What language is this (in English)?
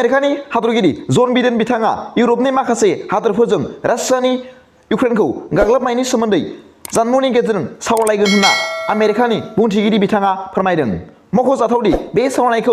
Bodo